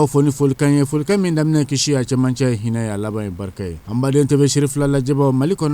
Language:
Bambara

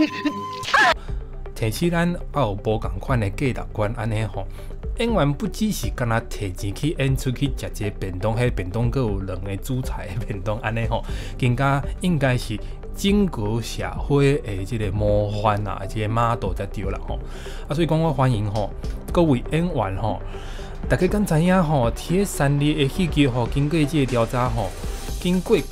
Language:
Min Nan Chinese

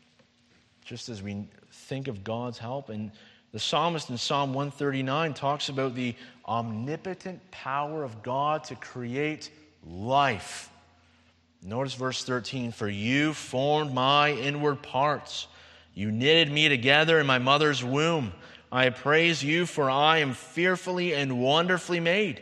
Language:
English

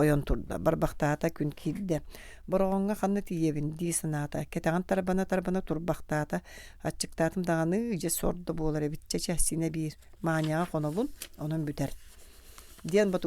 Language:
Yakut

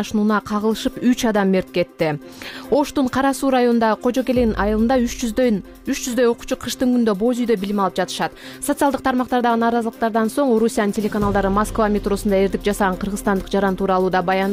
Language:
Kyrgyz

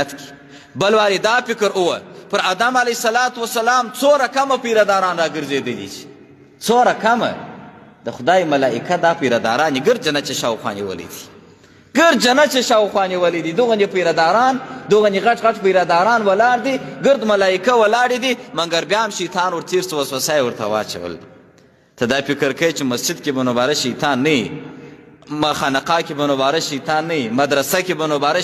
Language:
Pashto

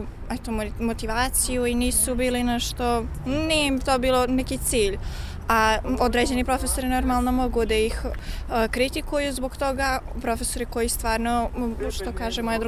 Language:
Serbian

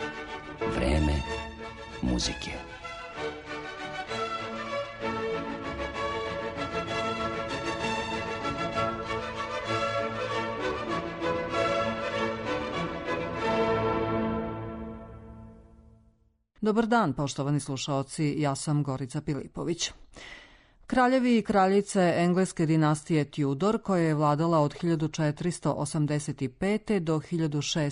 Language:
Serbian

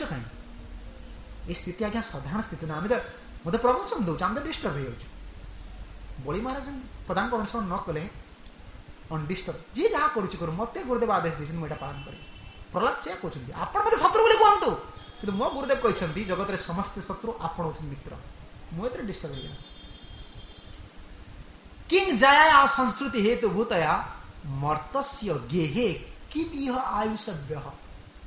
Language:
Odia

